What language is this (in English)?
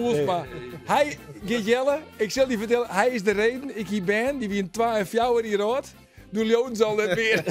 Western Frisian